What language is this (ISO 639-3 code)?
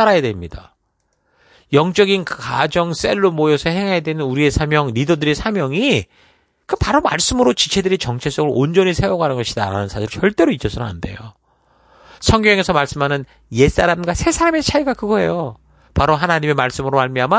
kor